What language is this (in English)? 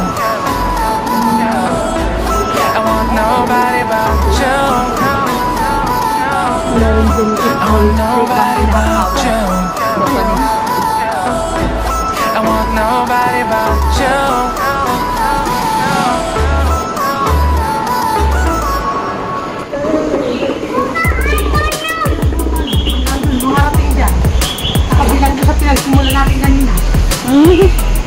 Filipino